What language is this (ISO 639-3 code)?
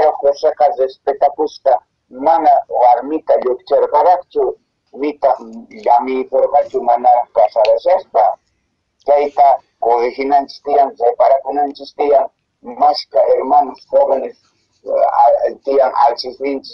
que